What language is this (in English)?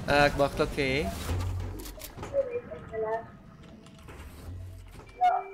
Afrikaans